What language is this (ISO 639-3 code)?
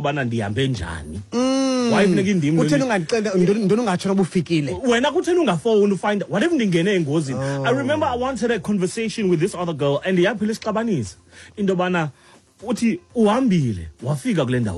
xho